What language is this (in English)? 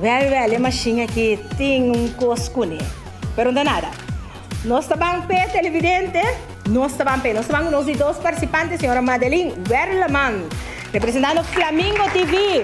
Papiamento